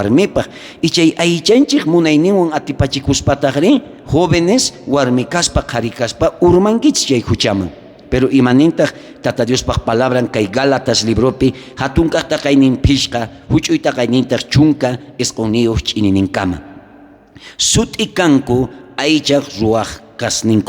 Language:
South Bolivian Quechua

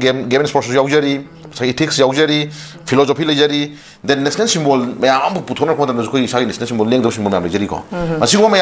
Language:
Manipuri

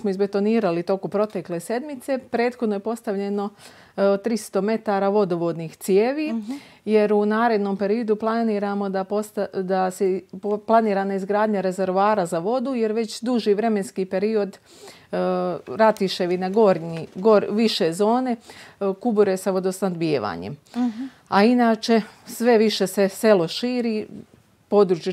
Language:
Bosnian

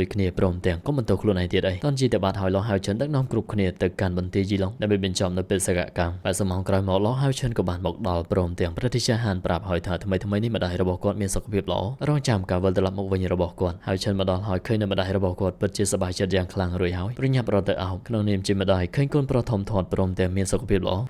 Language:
Khmer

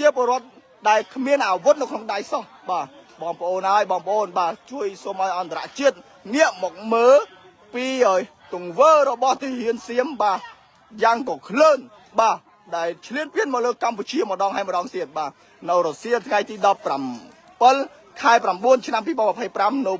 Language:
Khmer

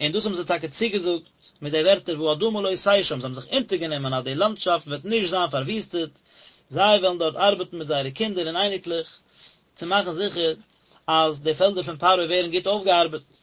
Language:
Yiddish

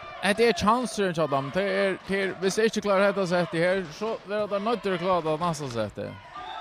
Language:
Faroese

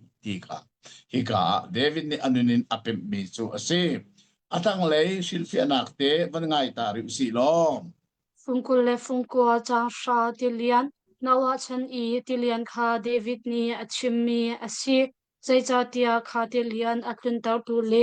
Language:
Hakha Chin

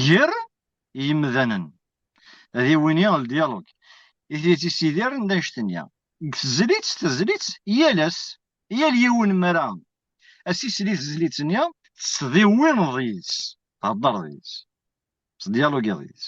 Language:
Kabyle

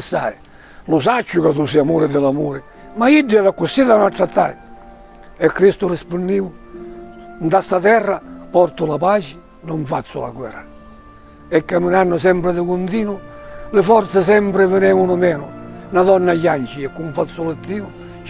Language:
Sicilian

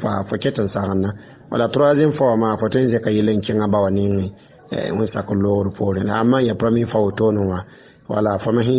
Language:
Mossi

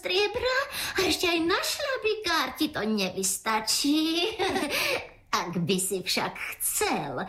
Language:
Slovak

